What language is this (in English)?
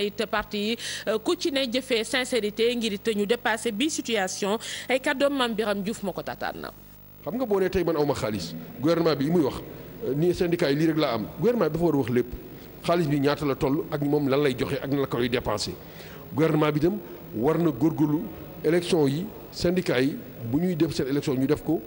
Wolof